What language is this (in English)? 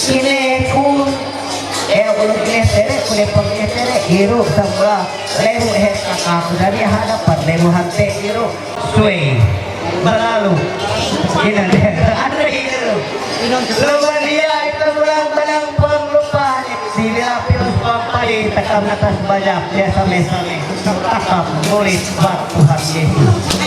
Ma'anyan